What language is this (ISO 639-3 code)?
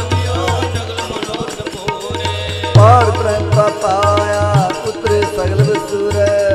pan